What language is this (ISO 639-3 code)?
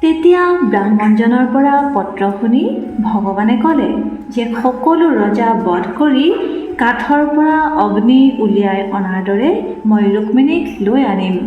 asm